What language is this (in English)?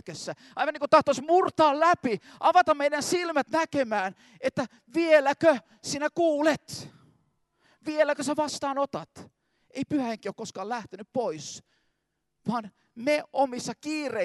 Finnish